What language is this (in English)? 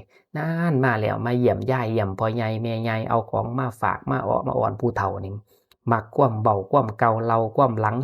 Northeastern Thai